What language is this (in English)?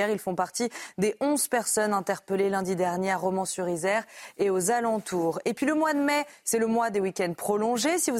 French